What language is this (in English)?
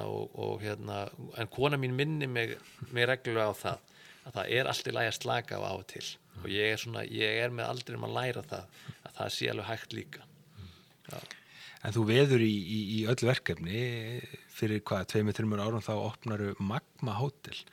Icelandic